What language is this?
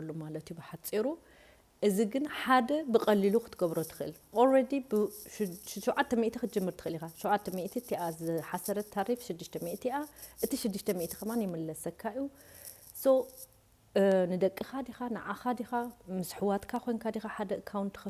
Tigrinya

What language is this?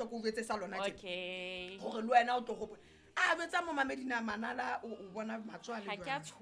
Southern Sotho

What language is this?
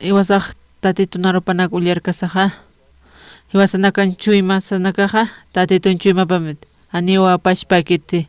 Aymara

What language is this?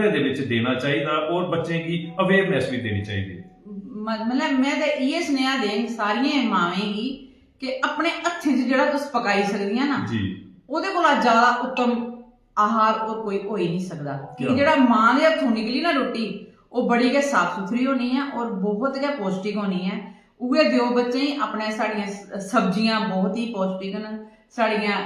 Dogri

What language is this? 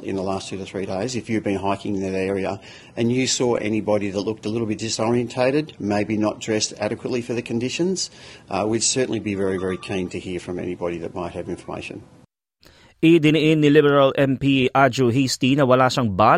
Filipino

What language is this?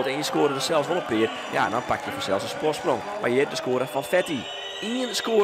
Western Frisian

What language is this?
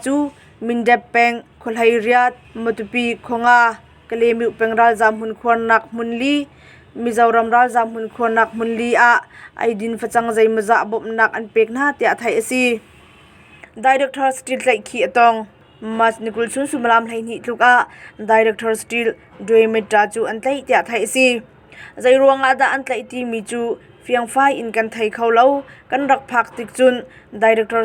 Hakha Chin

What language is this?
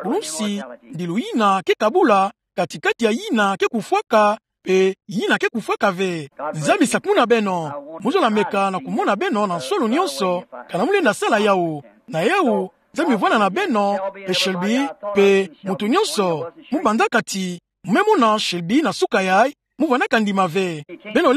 Kituba (Democratic Republic of Congo)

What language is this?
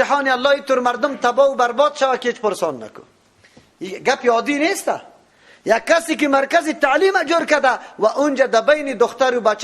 Persian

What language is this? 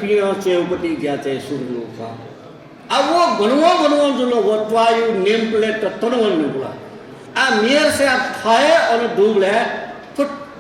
Newari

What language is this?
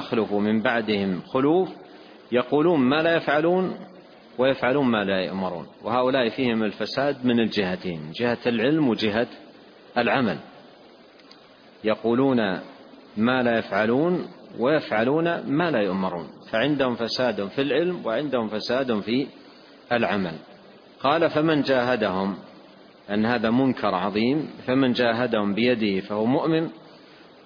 Arabic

